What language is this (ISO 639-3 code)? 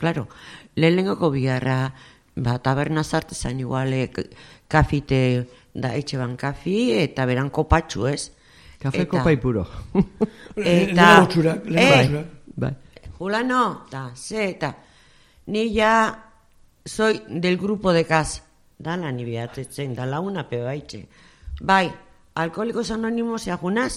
eus